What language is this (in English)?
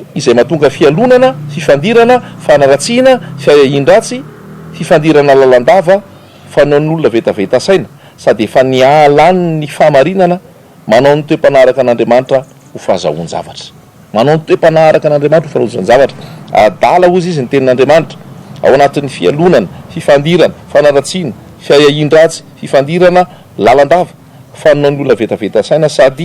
Malagasy